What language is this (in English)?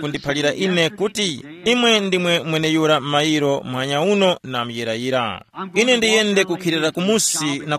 Tumbuka